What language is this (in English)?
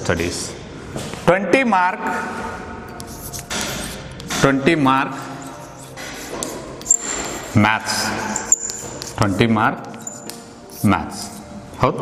Kannada